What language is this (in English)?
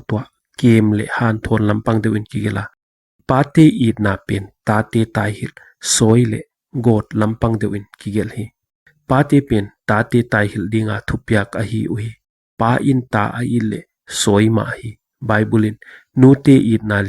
Paite Chin